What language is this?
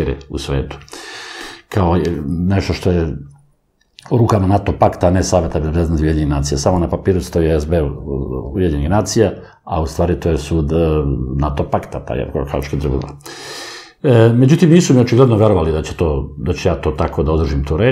Serbian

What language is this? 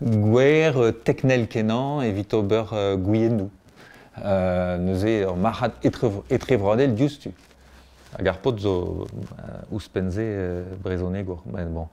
Breton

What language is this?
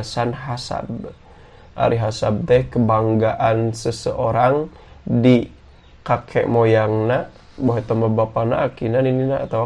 Sundanese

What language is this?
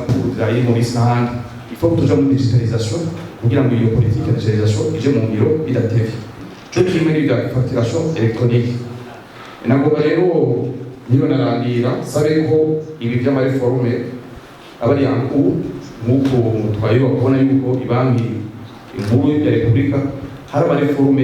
Rundi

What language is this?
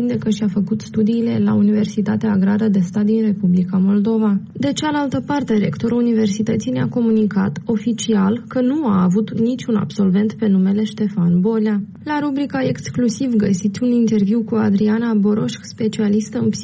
Romanian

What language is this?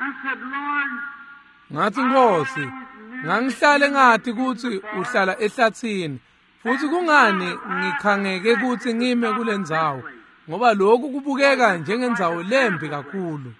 Swati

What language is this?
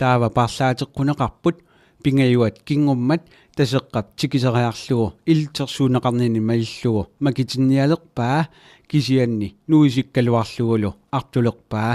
Kalaallisut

